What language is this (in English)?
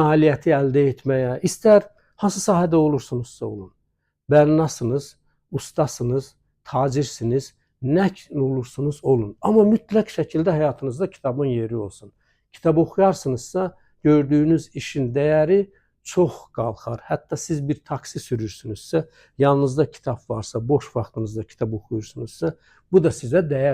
Azerbaijani